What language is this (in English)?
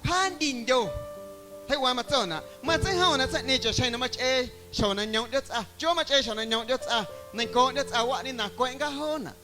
Guerrero Amuzgo